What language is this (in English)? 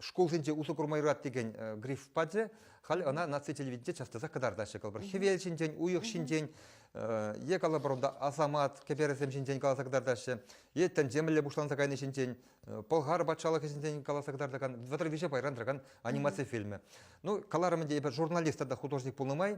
Chuvash